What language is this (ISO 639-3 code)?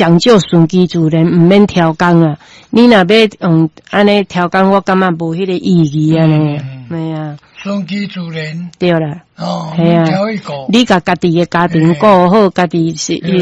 nan